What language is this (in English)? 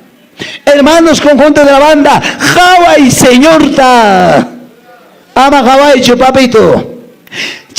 Quechua